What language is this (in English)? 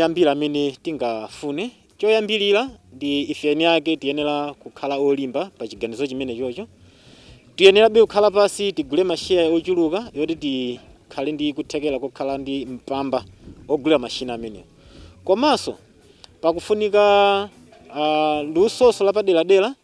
Nyanja